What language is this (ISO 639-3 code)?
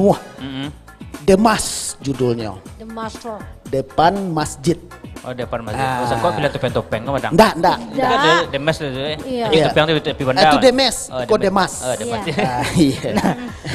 min